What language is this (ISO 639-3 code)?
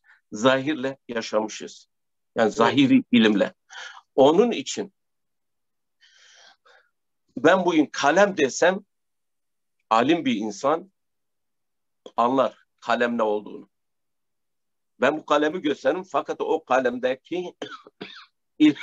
tur